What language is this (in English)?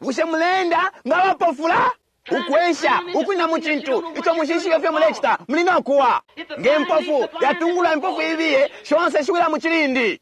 Bemba